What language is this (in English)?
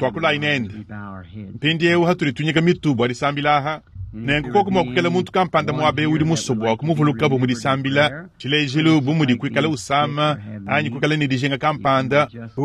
Luba-Lulua